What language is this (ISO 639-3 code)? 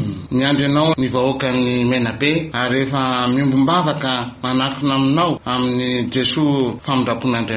mlg